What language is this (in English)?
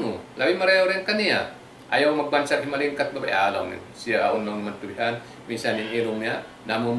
Tausug